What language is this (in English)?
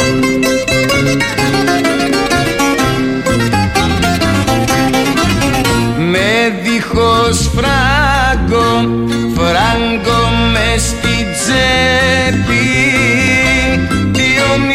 Greek